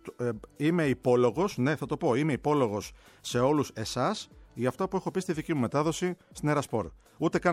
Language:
Greek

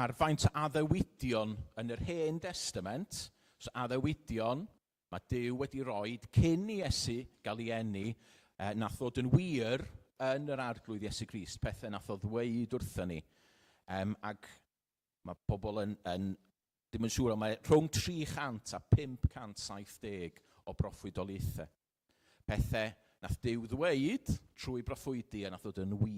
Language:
Welsh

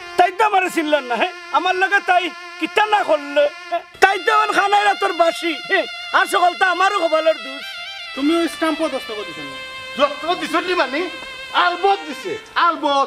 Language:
Sylheti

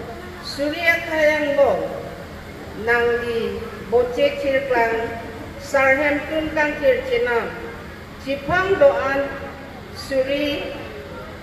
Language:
Karbi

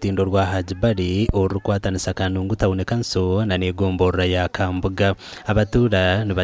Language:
Nyankole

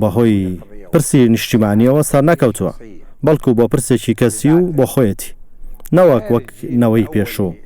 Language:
Central Kurdish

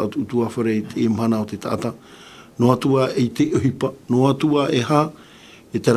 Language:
Tahitian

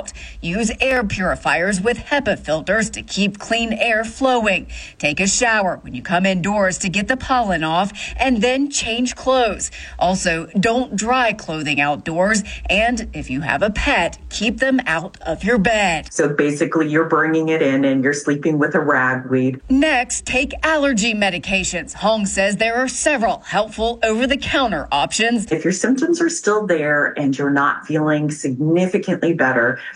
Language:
English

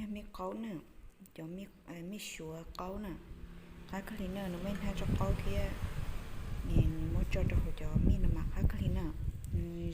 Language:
Hmong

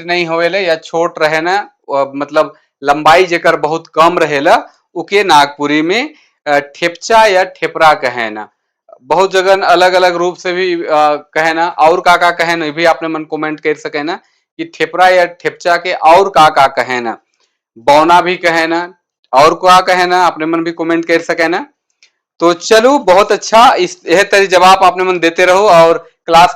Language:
Sadri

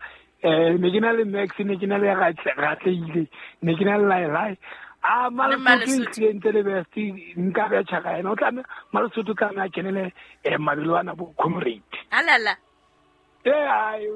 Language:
Southern Sotho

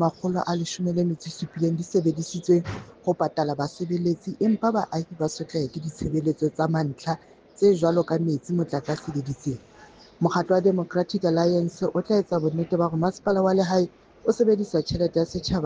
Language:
Southern Sotho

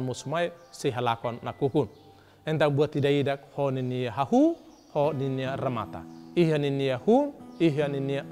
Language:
Tetum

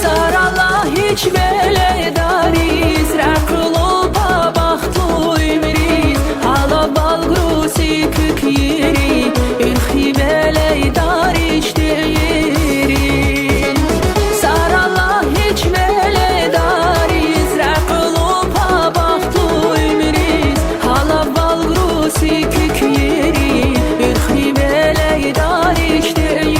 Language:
Tabassaran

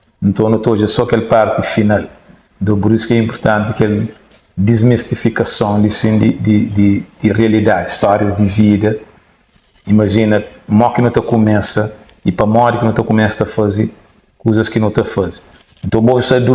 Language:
Kabuverdianu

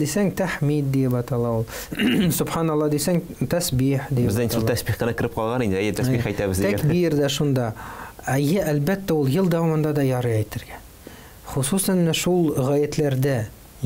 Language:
Tatar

